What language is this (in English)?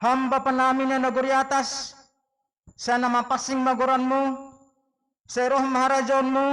Batak Simalungun